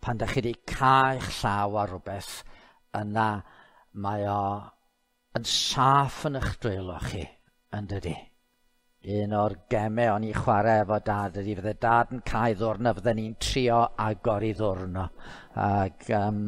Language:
Welsh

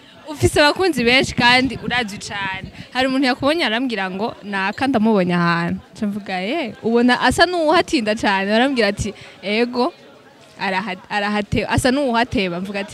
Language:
Rundi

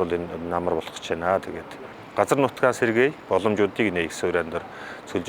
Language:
Mongolian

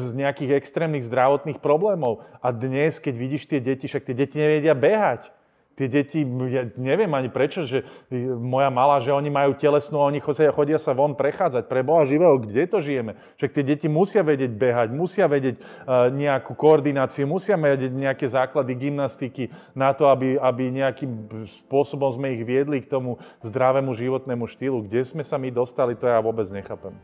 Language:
Slovak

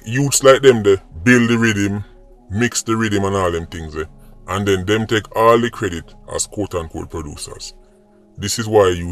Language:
Jamaican Creole English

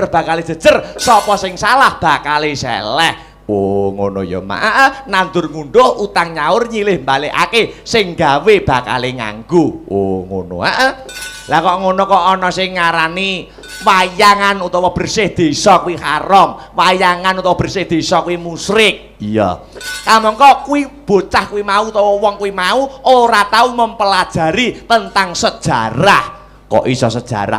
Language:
Javanese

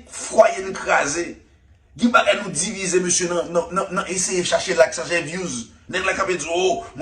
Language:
Haitian Creole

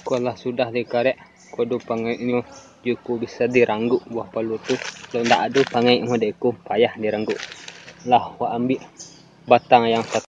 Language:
Minangkabau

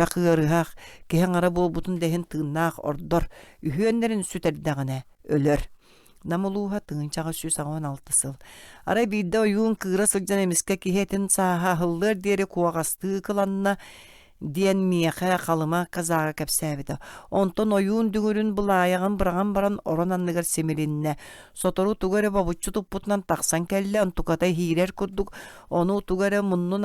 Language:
Yakut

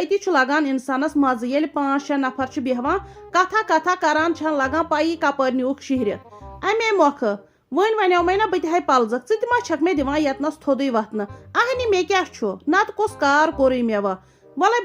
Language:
Kashmiri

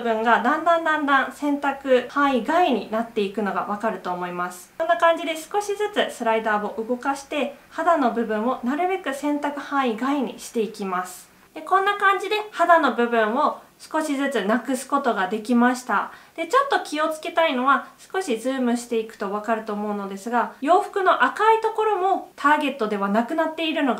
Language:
Japanese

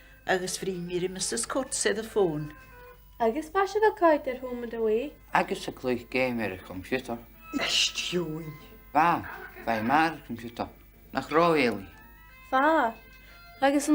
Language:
Scottish Gaelic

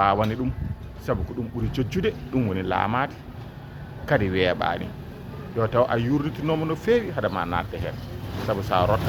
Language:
Fula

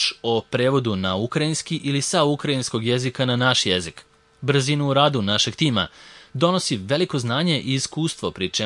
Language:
Serbian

